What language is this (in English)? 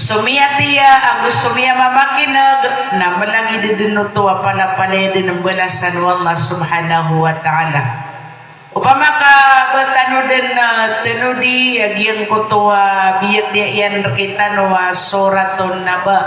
Maranao